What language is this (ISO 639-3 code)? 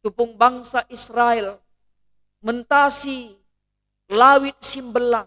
btx